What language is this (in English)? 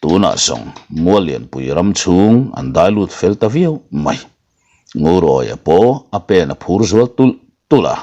Mizo